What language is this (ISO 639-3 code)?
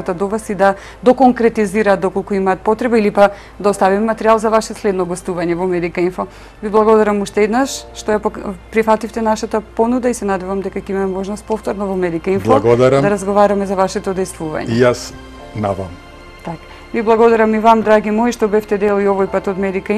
mkd